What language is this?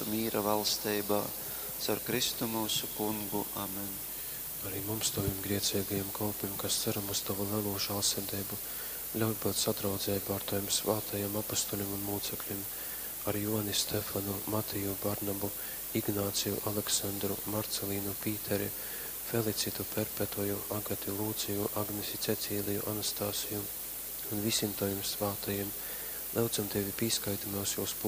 Latgalian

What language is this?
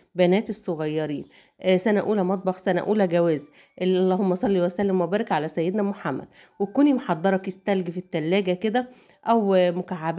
Egyptian Arabic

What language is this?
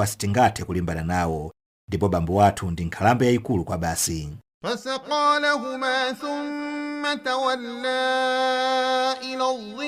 Nyanja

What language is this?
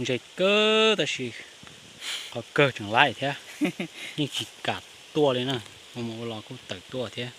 Hmong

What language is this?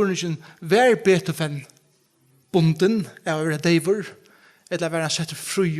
Faroese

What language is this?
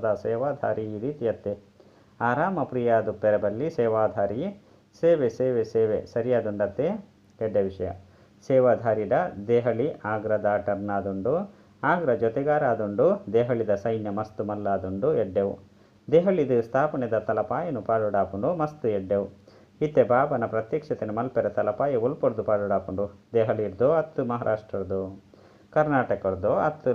Tulu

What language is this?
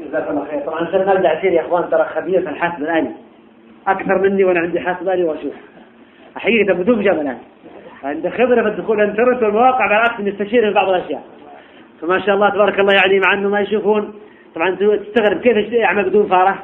Najdi Arabic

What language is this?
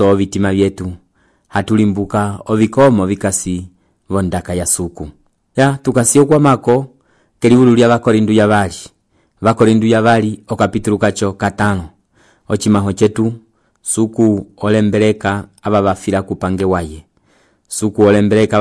Umbundu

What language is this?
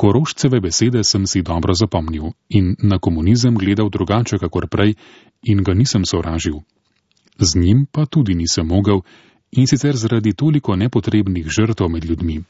Slovenian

